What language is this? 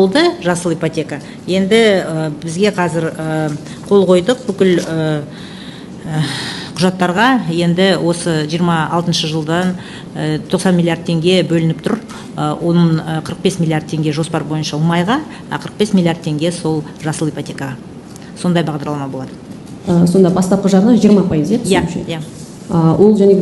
Kazakh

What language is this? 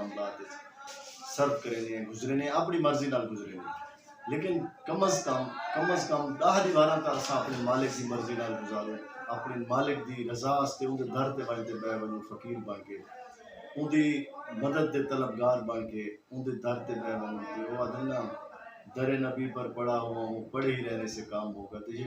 Saraiki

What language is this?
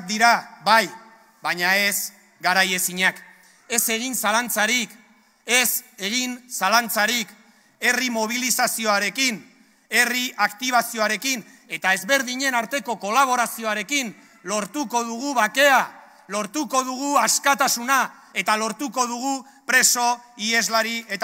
Basque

